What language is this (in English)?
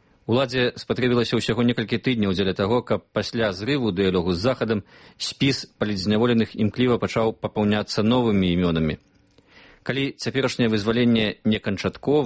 Belarusian